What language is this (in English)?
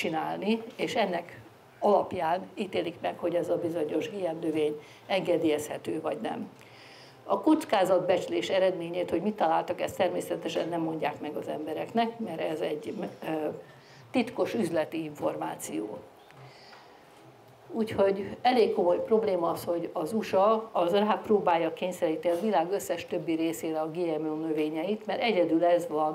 Hungarian